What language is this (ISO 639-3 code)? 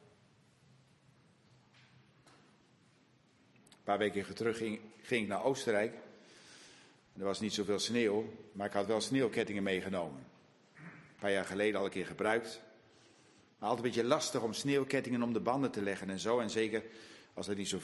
nld